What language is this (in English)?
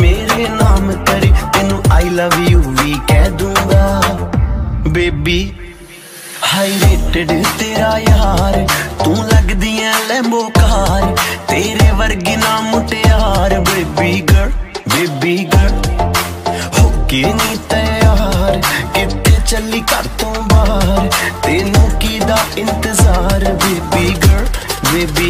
Punjabi